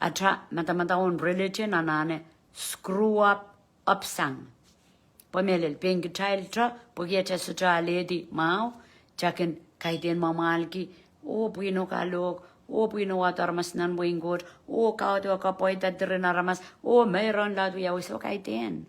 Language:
Pohnpeian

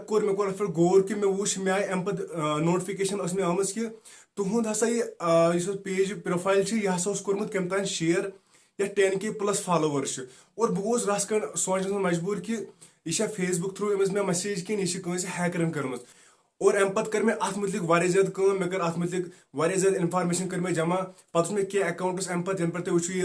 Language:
Kashmiri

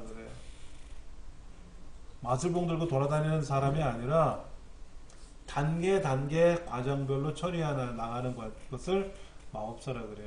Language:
Korean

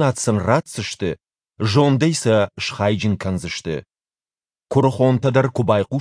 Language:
Ossetic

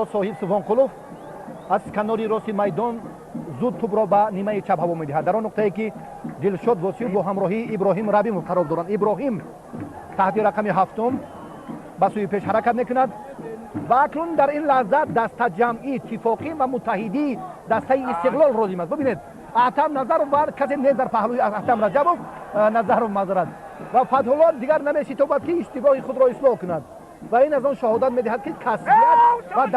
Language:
Tajik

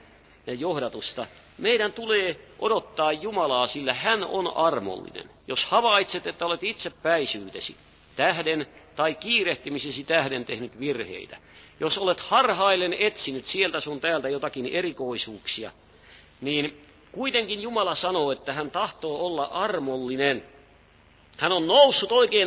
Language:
Finnish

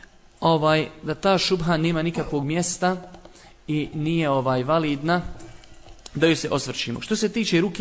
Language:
Bosnian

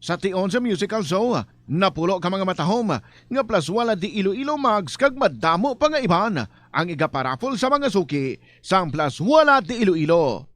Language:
Hiligaynon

